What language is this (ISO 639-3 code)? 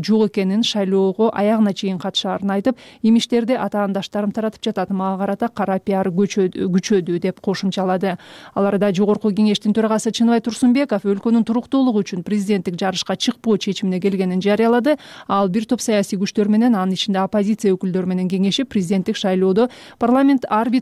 kir